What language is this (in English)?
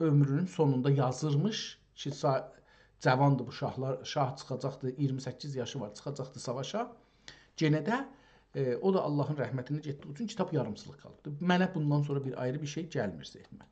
South Azerbaijani